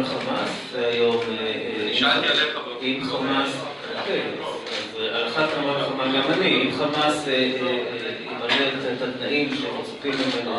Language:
Hebrew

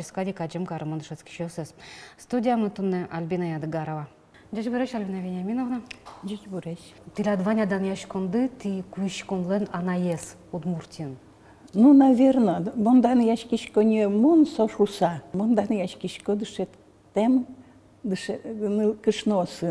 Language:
Udmurt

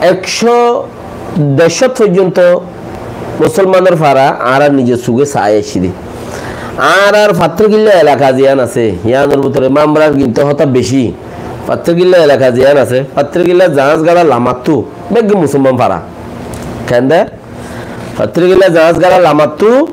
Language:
Rohingya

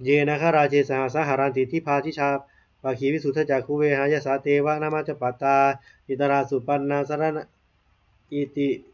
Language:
Pali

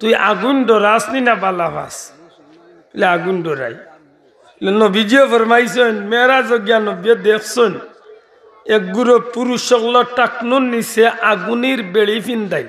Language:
Sylheti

